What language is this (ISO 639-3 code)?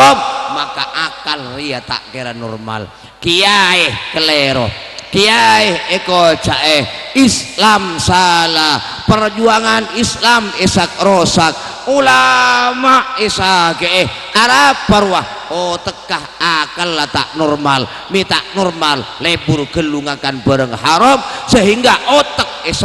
mad